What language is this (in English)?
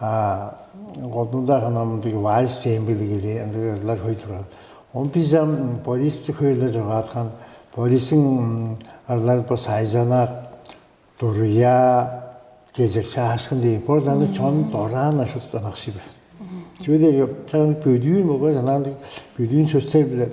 Tuvinian